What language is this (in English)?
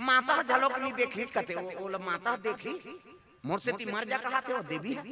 Chhattisgarhi